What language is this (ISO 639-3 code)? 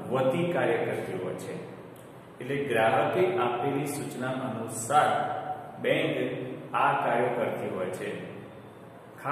guj